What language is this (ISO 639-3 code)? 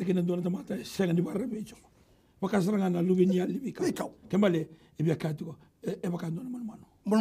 fij